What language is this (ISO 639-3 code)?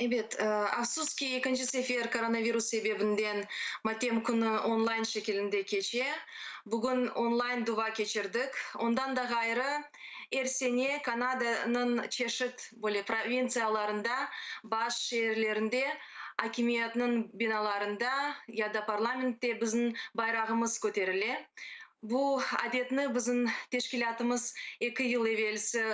crh